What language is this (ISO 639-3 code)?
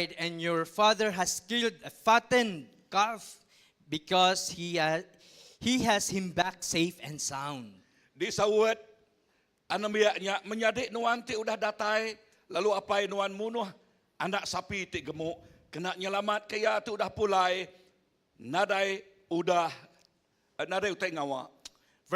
iba